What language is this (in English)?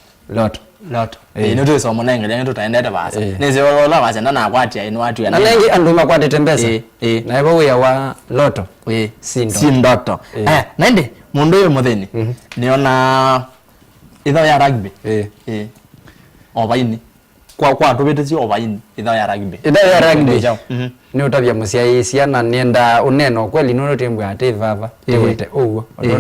Kamba